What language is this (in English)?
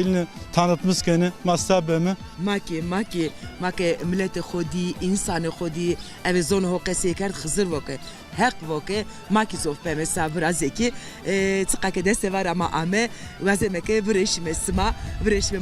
Zaza